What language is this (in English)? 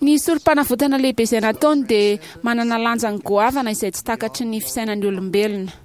Malagasy